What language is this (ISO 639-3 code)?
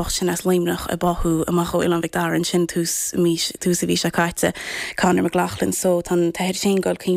gle